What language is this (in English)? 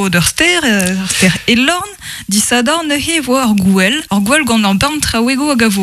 Breton